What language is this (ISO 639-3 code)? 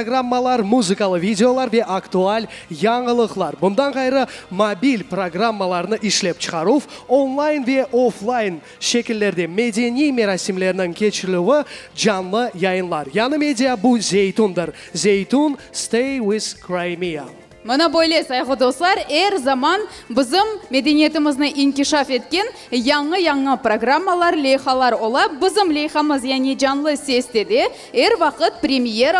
crh